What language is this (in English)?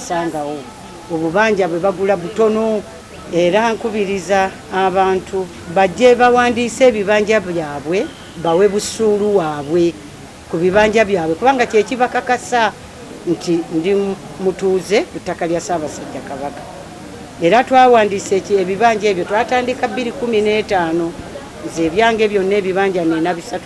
Ganda